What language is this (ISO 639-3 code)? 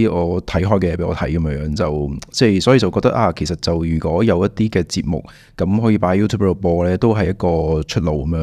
yue